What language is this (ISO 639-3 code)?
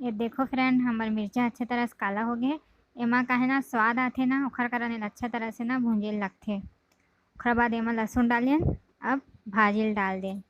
hne